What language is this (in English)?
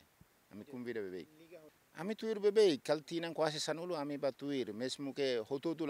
Tetum